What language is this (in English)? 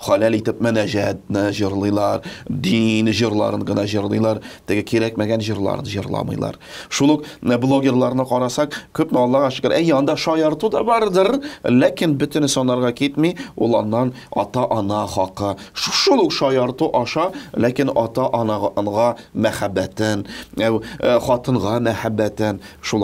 Tatar